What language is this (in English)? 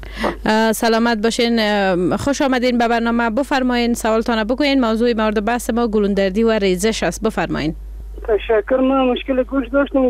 Persian